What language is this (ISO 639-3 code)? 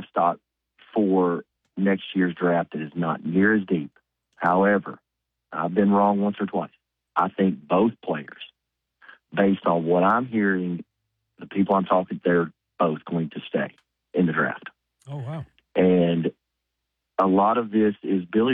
eng